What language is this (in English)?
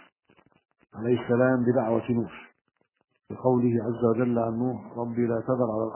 Arabic